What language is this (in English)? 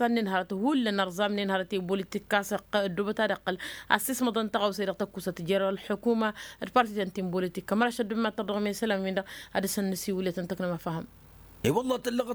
Tamasheq